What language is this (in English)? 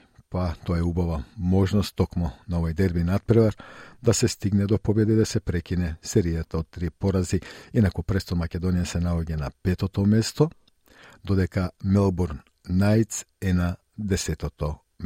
Macedonian